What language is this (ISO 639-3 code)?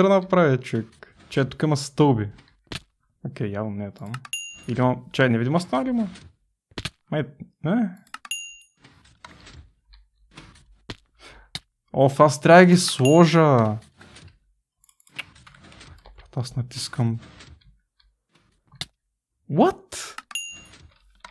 bul